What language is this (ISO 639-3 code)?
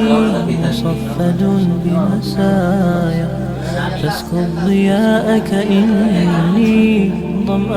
mad